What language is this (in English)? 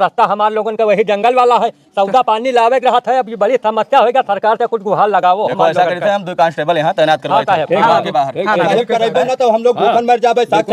Awadhi